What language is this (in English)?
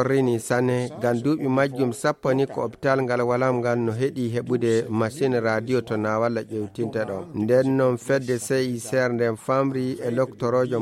Fula